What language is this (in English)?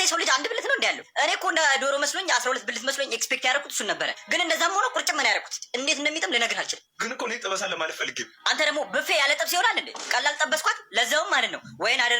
Amharic